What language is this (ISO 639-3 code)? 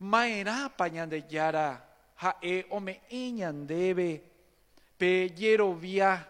grn